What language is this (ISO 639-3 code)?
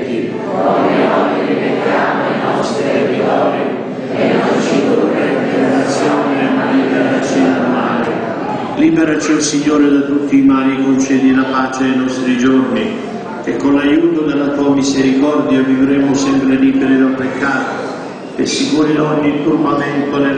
ita